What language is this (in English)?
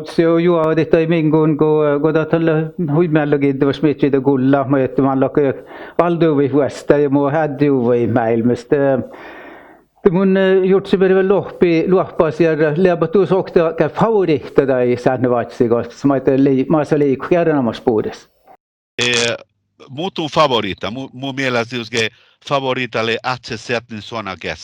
Northern Sami